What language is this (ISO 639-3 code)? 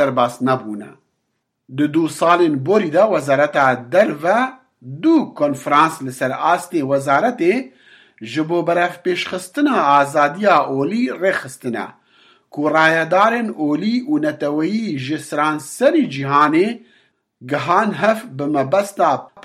kur